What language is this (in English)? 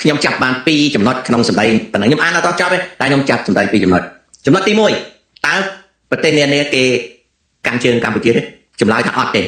Khmer